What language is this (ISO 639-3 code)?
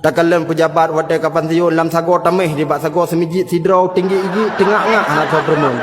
ace